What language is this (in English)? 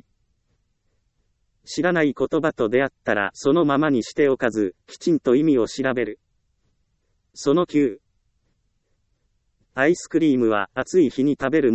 Japanese